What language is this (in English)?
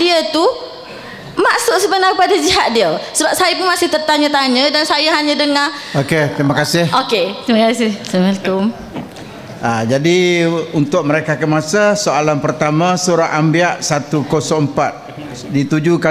Malay